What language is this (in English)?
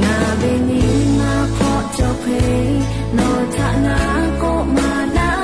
Lahu